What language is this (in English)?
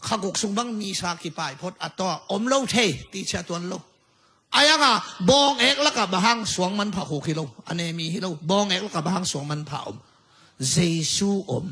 Tedim Chin